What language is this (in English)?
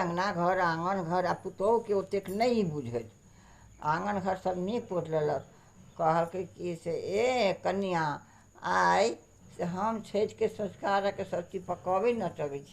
Maithili